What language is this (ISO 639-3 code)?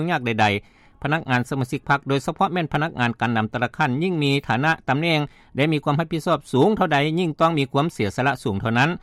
lao